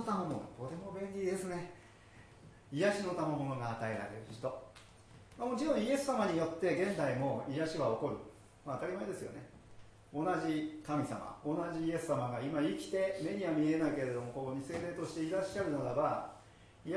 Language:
Japanese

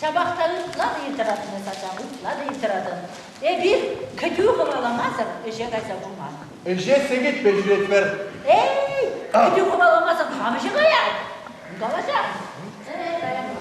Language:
Chuvash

